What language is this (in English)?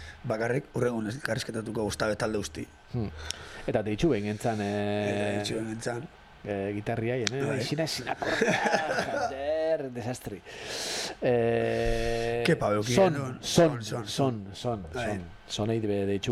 Basque